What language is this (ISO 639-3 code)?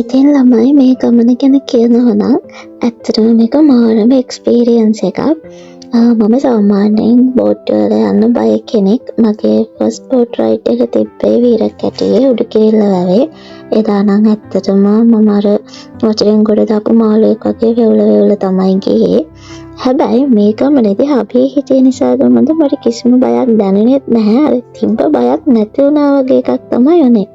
sin